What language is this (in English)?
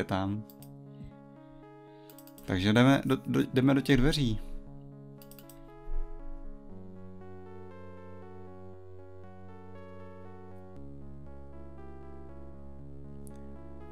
Czech